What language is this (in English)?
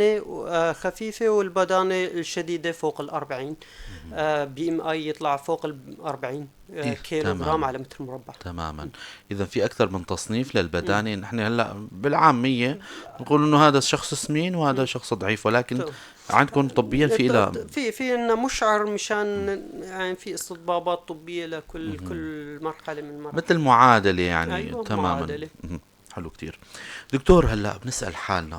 North Levantine Arabic